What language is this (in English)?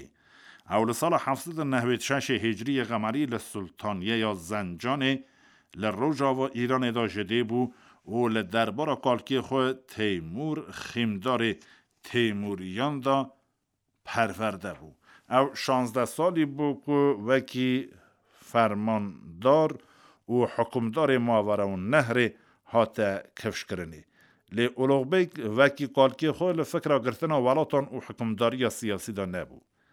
Kurdish